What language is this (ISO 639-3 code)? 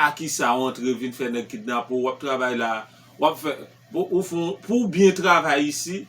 hat